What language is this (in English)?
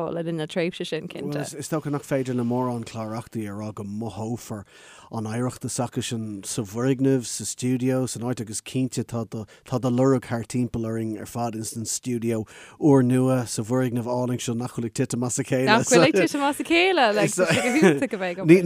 Irish